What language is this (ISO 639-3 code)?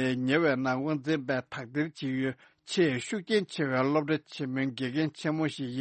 bod